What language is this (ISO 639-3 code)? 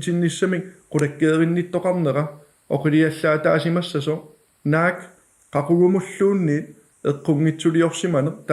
kal